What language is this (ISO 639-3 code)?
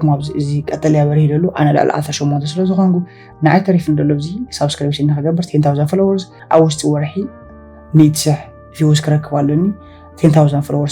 tir